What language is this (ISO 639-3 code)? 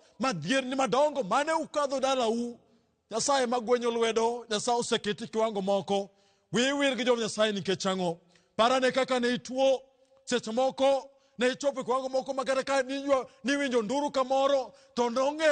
luo